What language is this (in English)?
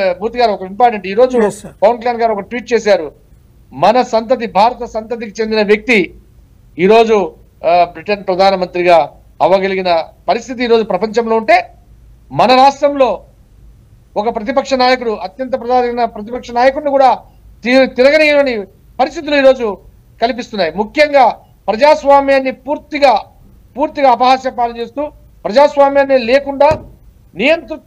Telugu